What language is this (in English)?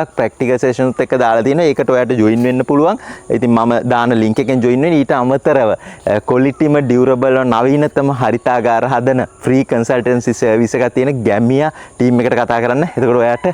Sinhala